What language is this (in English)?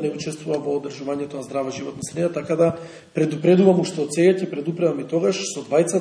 Macedonian